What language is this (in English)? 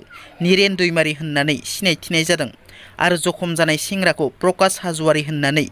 Bodo